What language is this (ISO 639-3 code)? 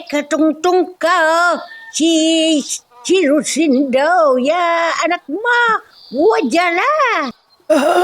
pag